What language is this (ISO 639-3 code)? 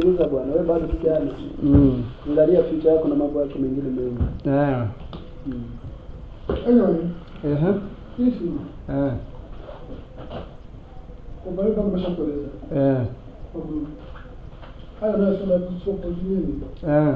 swa